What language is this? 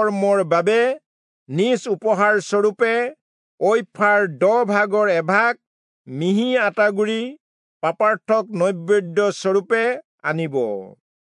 Assamese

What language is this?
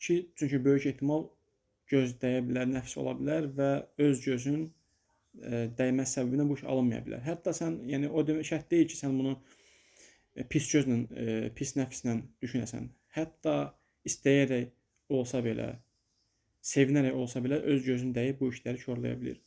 Azerbaijani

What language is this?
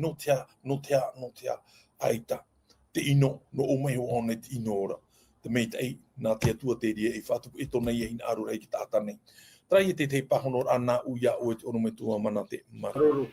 Tahitian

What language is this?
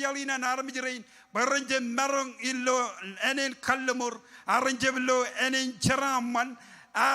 Marshallese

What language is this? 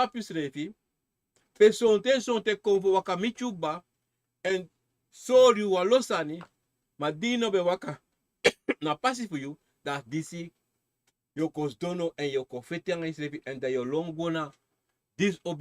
Sranan Tongo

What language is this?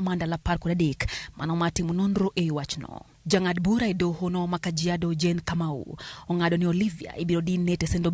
Luo (Kenya and Tanzania)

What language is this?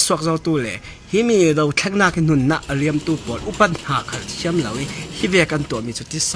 Falam Chin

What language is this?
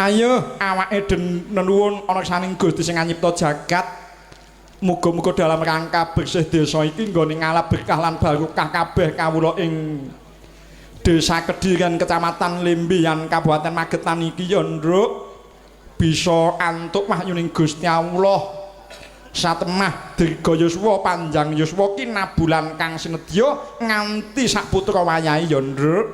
Javanese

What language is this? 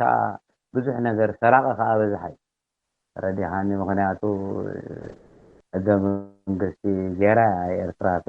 Tigrinya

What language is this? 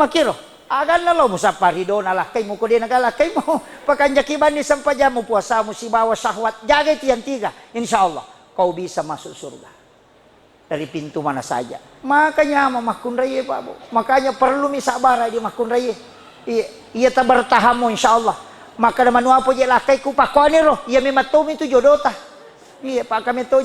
Buginese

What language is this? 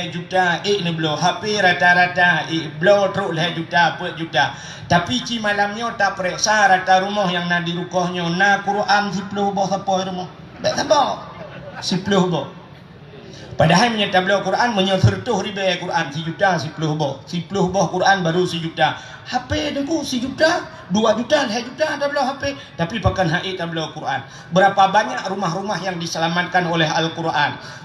Achinese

